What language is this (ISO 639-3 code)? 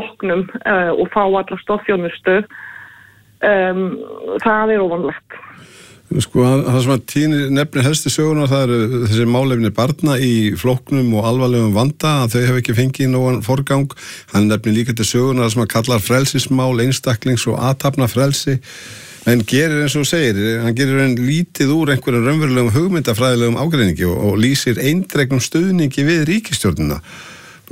isl